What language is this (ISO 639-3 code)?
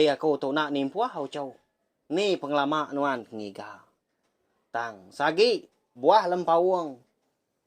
iba